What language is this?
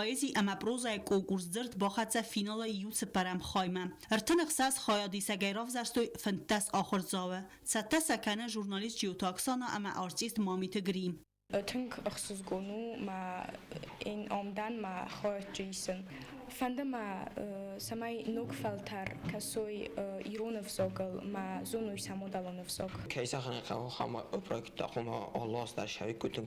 Ossetic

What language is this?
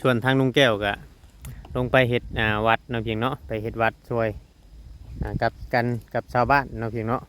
Northeastern Thai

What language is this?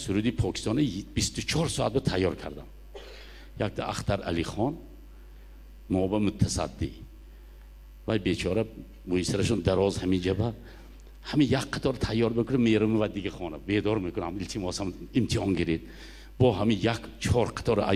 Persian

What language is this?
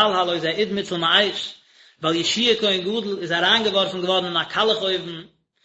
Yiddish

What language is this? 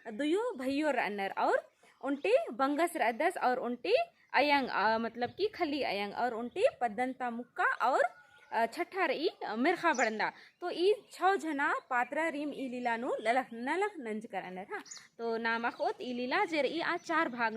Kurukh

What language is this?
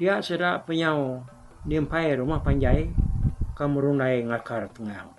Iban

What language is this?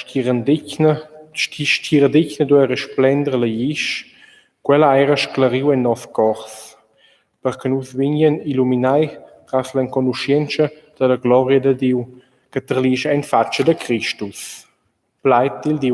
Romansh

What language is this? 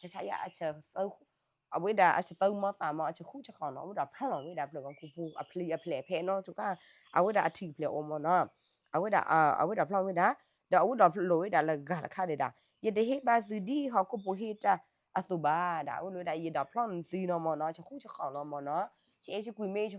S'gaw Karen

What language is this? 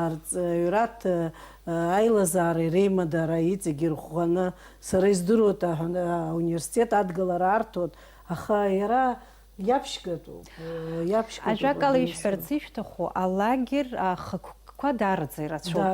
Abkhazian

